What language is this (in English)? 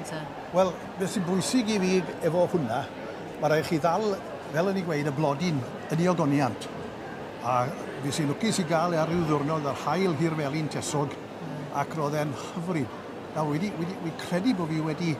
Welsh